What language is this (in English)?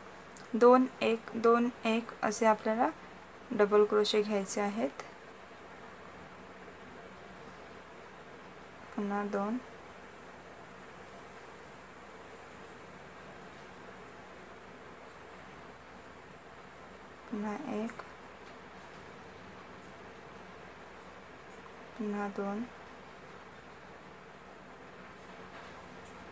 Marathi